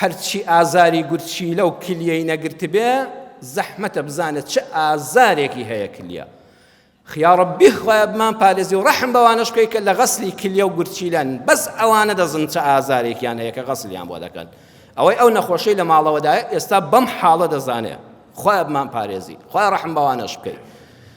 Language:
Central Kurdish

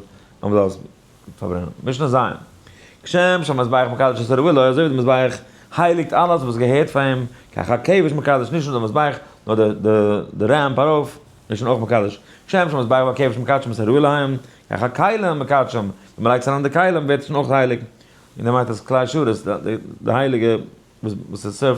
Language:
Yiddish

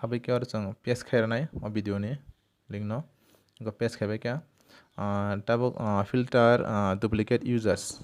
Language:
Kok Borok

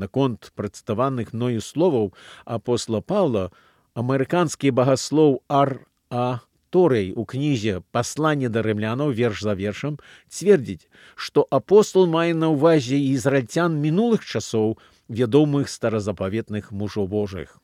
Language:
Belarusian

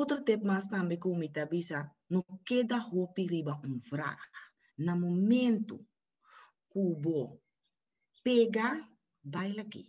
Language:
Papiamento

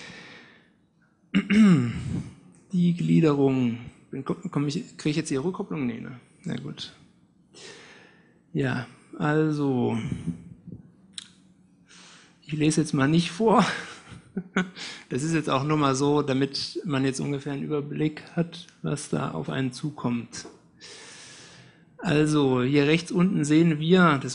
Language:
German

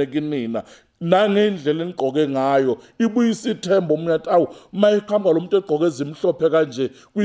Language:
Zulu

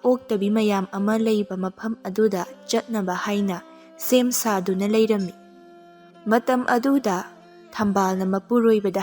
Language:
Manipuri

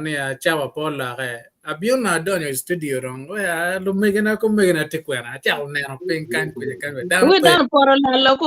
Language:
Acoli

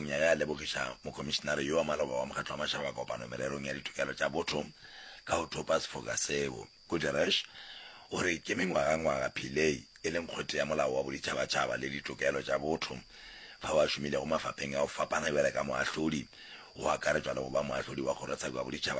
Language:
Northern Sotho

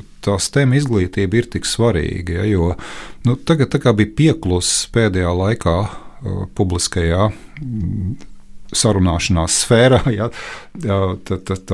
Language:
Latvian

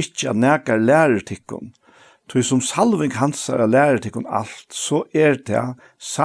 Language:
Faroese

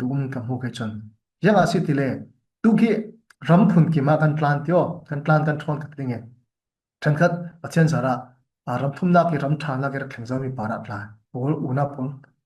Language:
Falam Chin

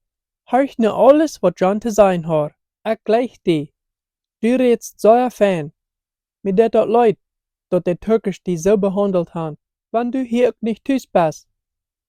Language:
Plautdietsch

